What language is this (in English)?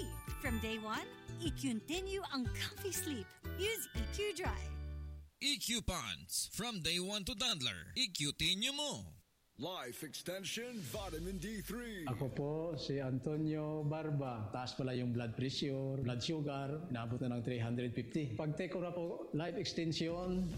Filipino